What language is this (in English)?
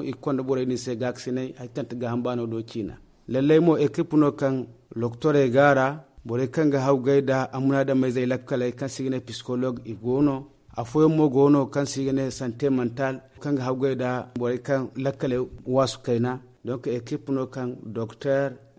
Zarma